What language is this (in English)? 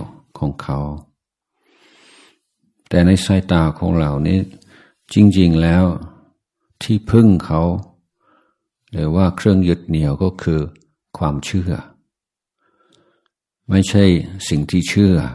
Thai